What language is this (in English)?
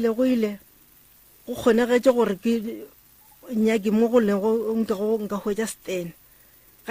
Northern Sotho